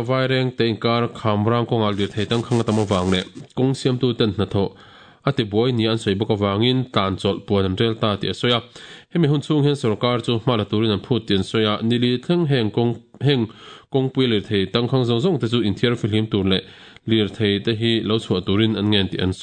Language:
Mizo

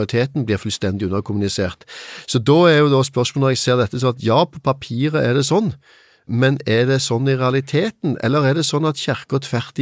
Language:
Norwegian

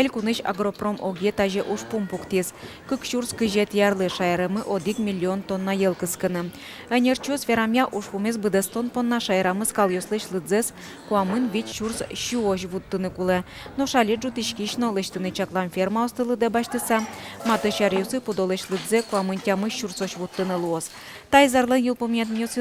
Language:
Udmurt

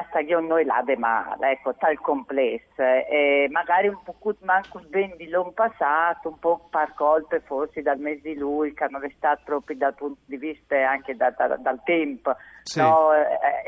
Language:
Friulian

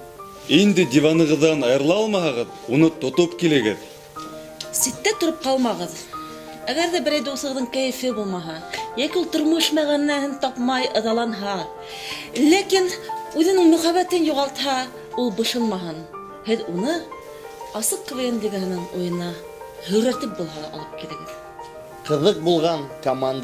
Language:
Bashkir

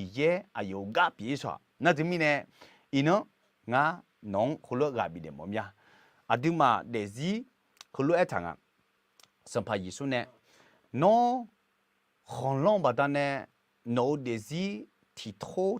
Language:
Akha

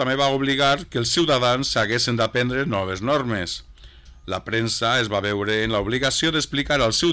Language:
Catalan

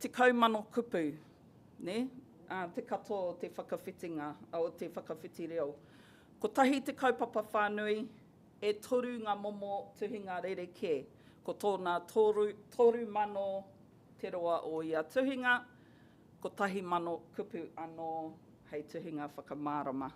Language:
Māori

